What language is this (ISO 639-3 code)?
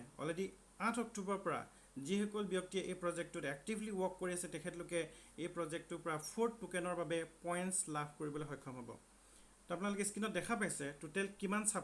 asm